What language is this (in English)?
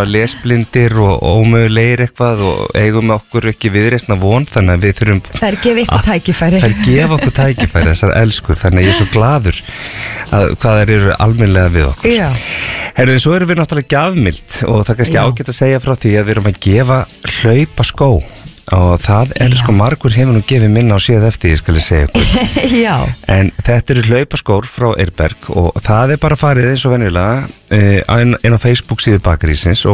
Icelandic